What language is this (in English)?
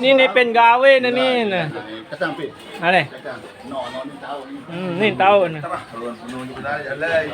Sasak